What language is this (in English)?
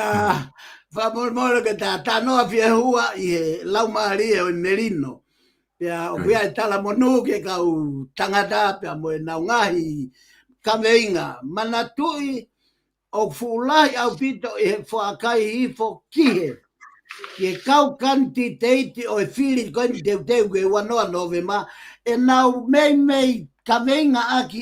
Tongan